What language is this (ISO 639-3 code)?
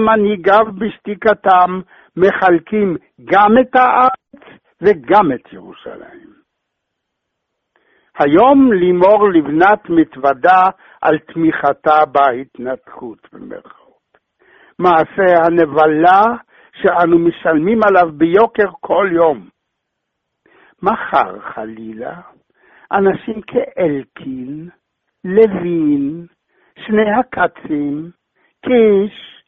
heb